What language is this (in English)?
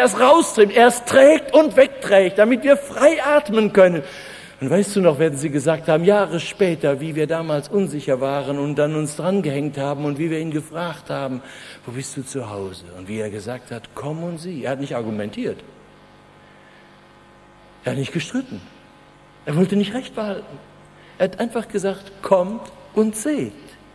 German